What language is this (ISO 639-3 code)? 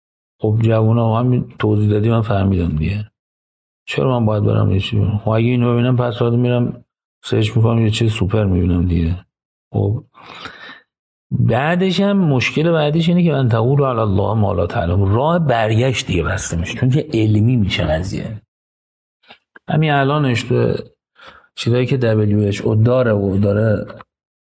fas